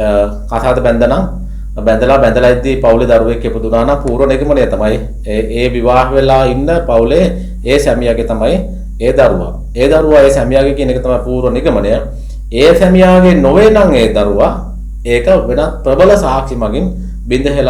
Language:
Sinhala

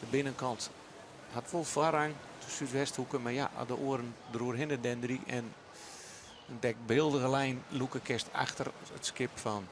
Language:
Western Frisian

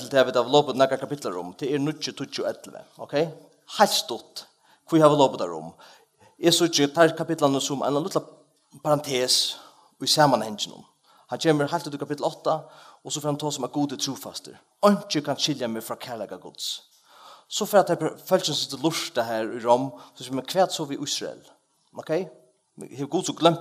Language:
Faroese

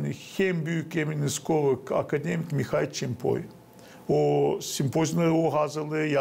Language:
Gagauz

